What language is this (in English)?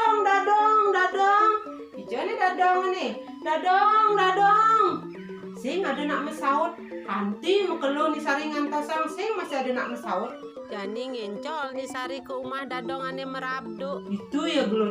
Balinese